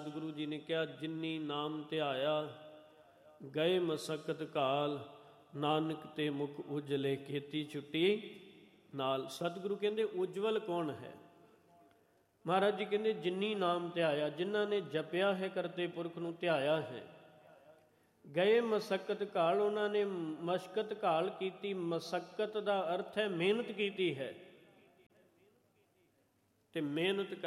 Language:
Punjabi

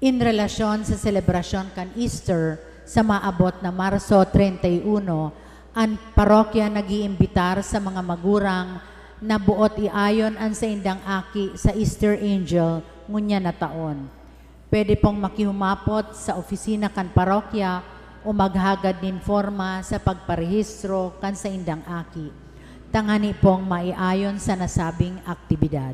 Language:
Bikol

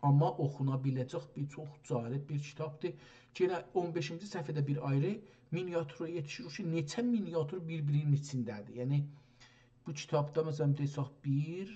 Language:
South Azerbaijani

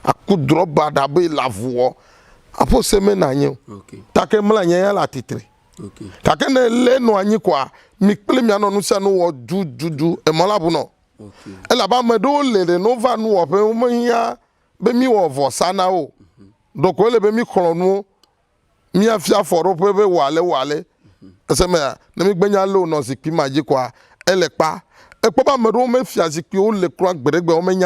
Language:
Ewe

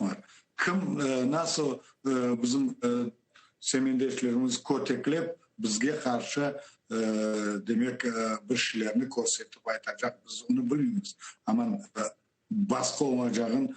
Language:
Crimean Tatar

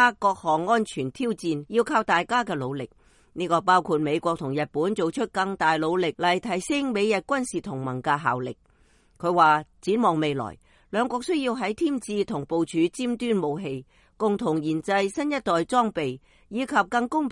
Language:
Cantonese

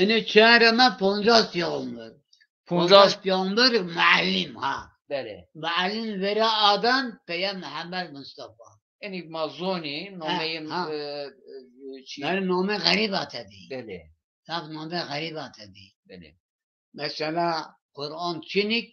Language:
Zaza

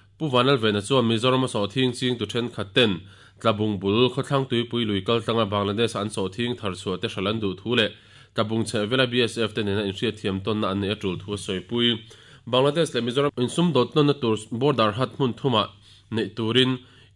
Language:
Mizo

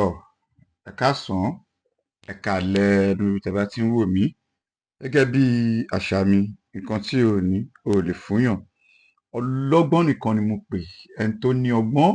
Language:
Yoruba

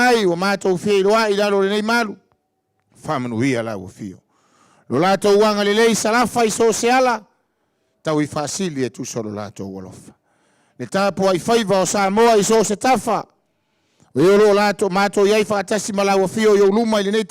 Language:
Samoan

